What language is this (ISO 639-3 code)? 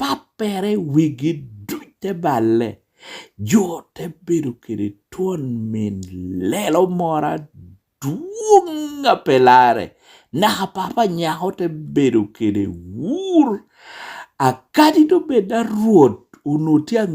laj